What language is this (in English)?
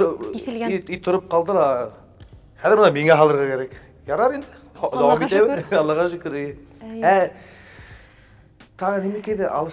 Bashkir